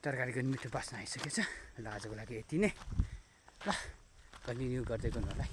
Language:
Nepali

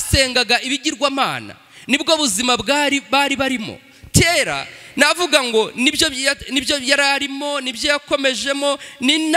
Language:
Kinyarwanda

